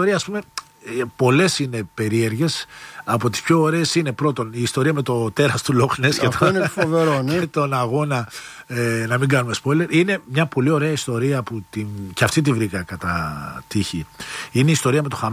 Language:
Greek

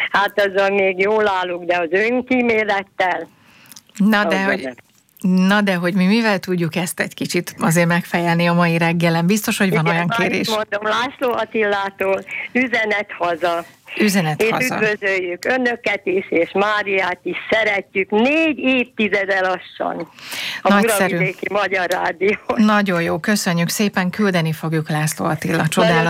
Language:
Hungarian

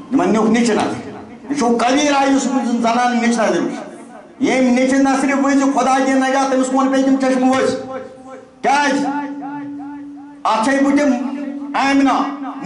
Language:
Kashmiri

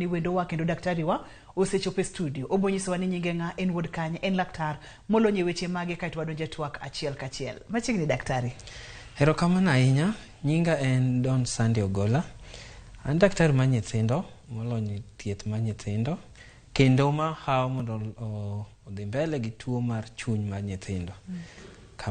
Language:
Luo (Kenya and Tanzania)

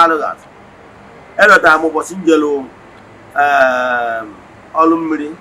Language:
Igbo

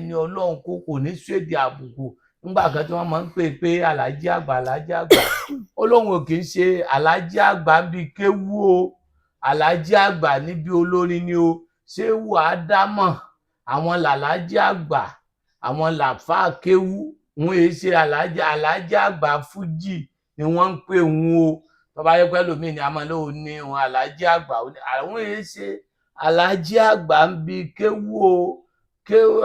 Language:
Yoruba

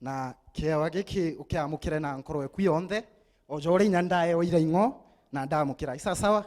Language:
Meru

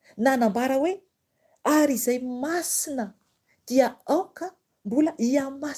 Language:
Malagasy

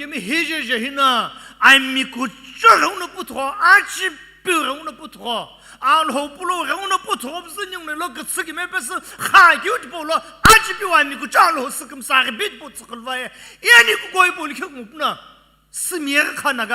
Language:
Sumi Naga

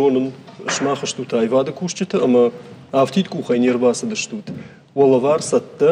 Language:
Ossetic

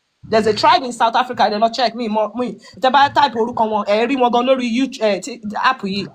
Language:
Yoruba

